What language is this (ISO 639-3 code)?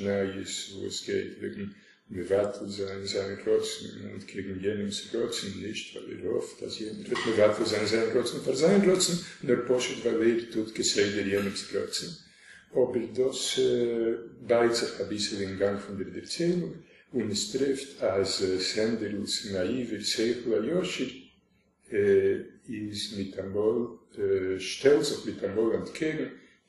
yid